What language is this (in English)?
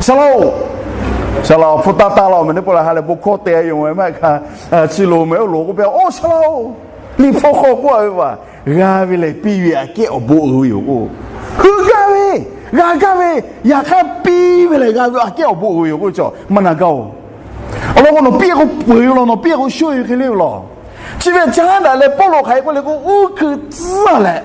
Lahu